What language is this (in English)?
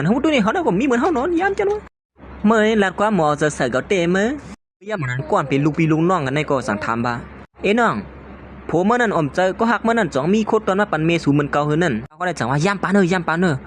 Shan